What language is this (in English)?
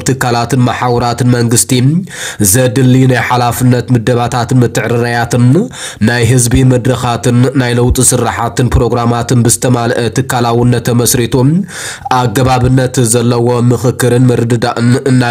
Tigrinya